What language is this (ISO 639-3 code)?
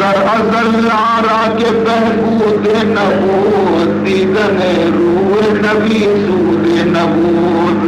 bal